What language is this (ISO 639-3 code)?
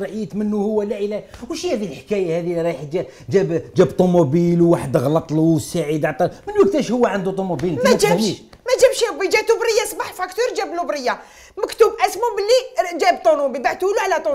arq